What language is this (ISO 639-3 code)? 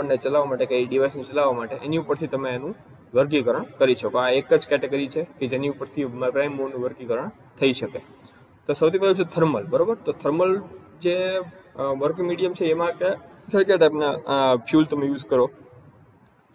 guj